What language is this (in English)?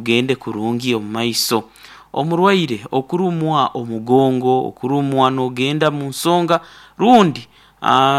Nyoro